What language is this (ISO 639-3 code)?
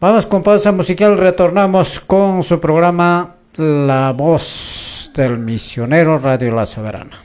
que